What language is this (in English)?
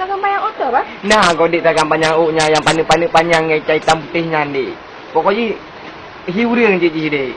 Achinese